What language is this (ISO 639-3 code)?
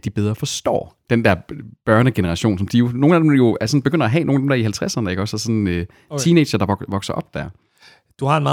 dan